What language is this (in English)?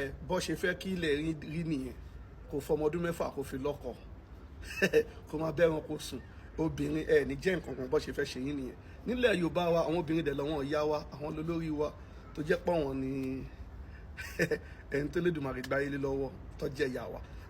Yoruba